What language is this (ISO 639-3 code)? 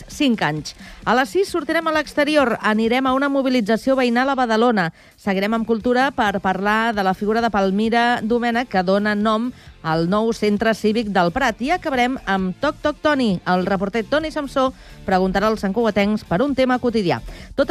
cat